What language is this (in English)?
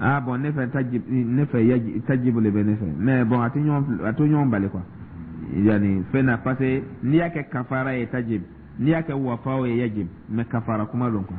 Dyula